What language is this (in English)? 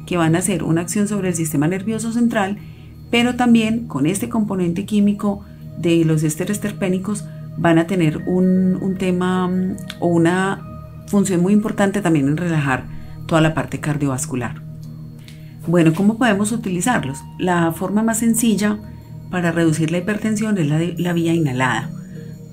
Spanish